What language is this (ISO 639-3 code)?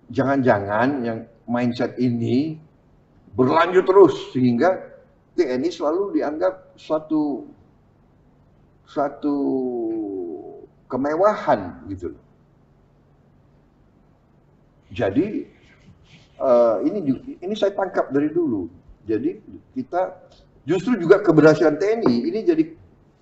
ind